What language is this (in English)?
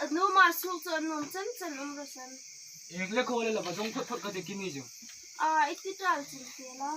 Hmar